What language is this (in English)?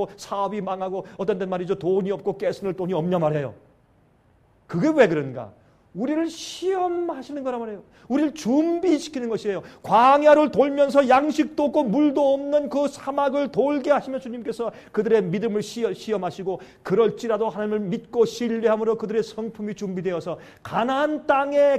Korean